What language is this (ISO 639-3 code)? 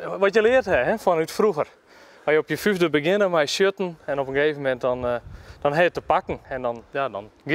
fry